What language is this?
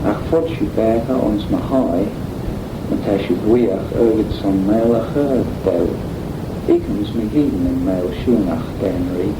Manx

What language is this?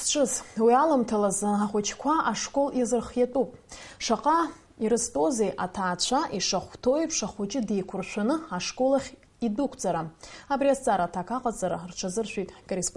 Abkhazian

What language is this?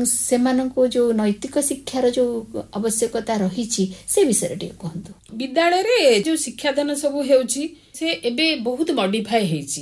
Odia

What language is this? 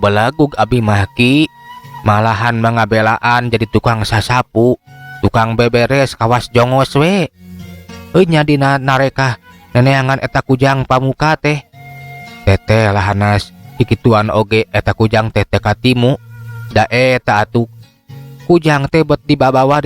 Sundanese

